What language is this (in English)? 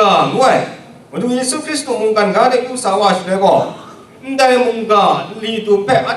Kachin